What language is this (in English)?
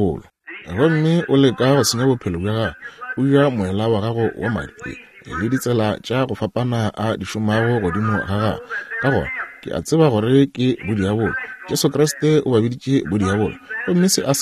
Northern Sotho